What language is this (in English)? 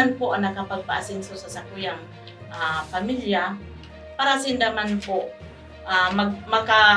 Bikol